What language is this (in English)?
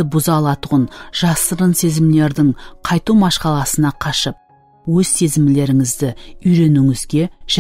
Kara-Kalpak